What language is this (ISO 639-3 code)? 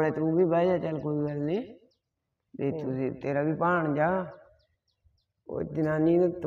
pan